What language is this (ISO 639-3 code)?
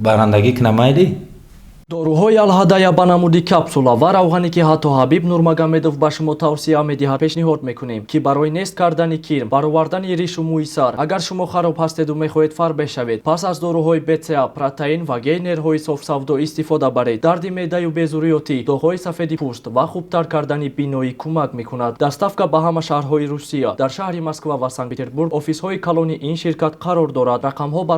tgk